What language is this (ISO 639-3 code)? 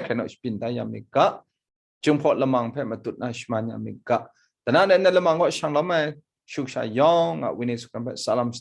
kac